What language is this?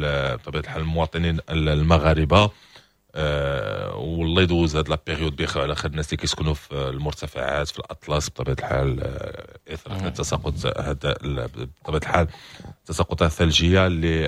Moroccan Arabic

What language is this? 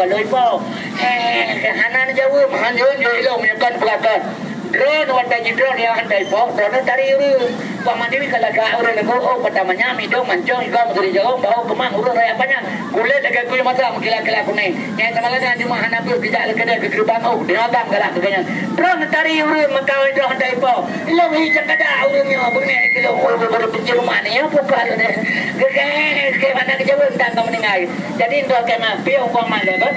Achinese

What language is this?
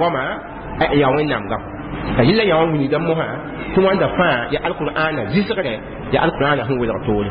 Mossi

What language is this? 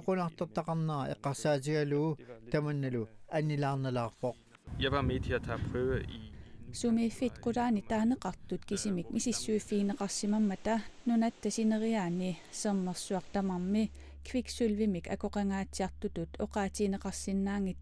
Kalaallisut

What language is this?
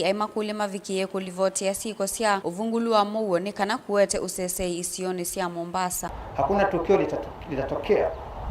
Kamba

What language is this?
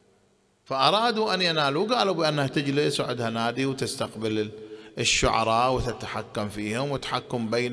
Arabic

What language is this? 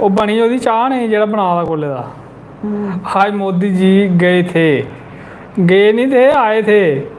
Dogri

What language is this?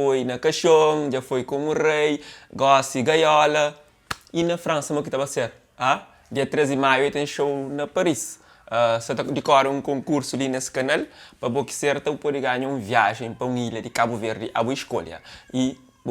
Kabuverdianu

